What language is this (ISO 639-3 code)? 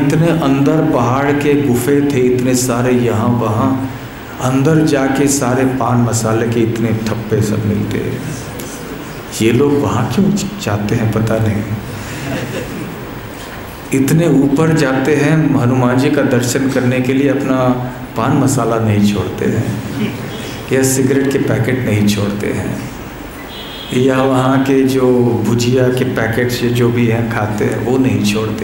hin